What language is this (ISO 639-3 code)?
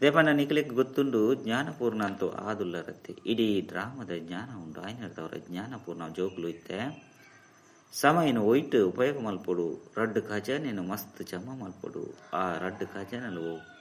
tcy